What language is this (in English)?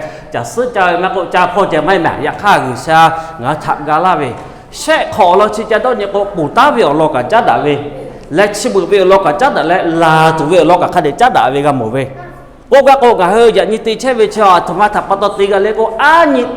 Lahu